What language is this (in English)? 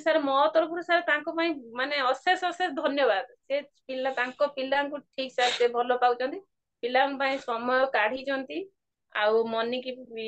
Odia